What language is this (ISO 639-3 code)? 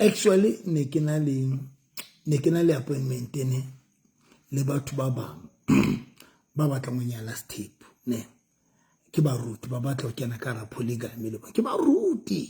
sot